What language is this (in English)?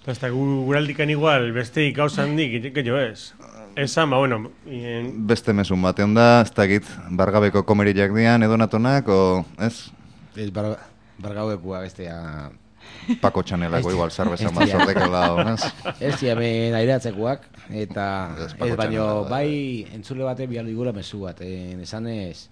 Basque